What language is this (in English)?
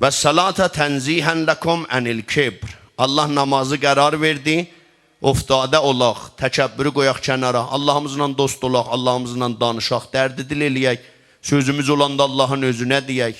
South Azerbaijani